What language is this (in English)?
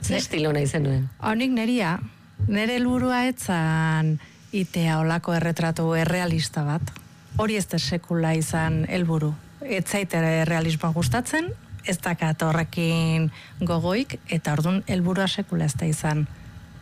Basque